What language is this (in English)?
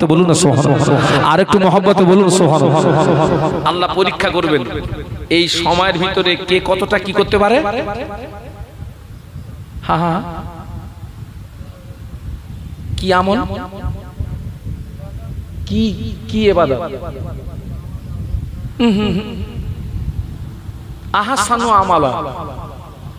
Bangla